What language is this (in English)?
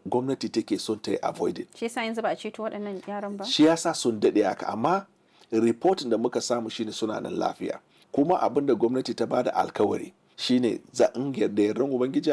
Hausa